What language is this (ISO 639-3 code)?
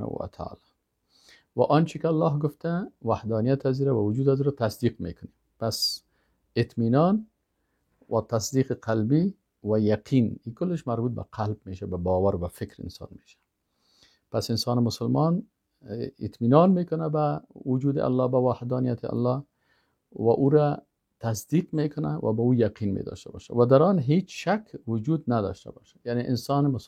fas